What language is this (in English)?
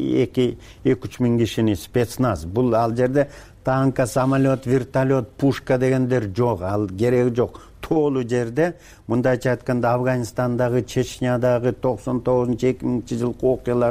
Kyrgyz